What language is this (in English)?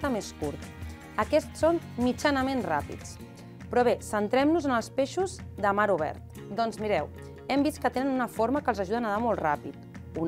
Catalan